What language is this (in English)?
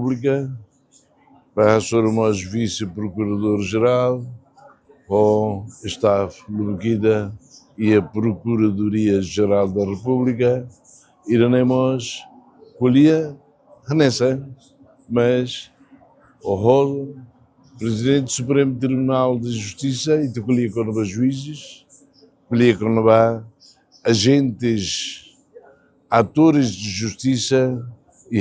Tetum